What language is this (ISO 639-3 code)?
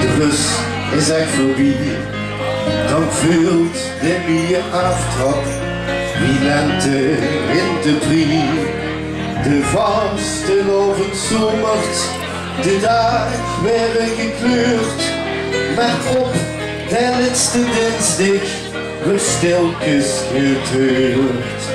lim